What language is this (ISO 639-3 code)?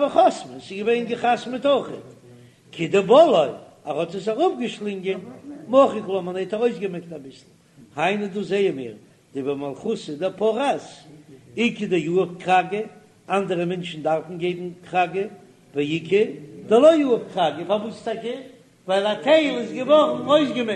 yid